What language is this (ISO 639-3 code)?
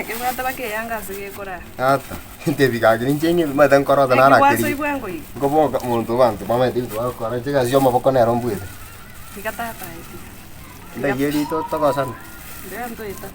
guz